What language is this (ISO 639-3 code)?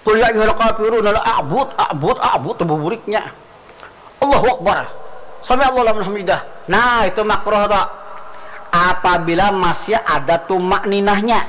bjn